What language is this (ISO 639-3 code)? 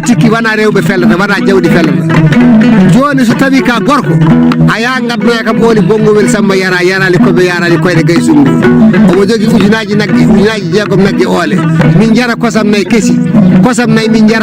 ful